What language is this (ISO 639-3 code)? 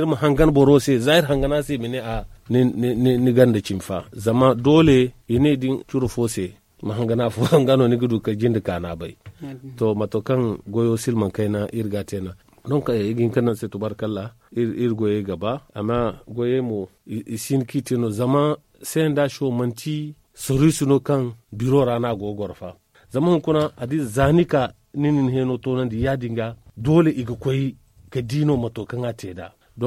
dje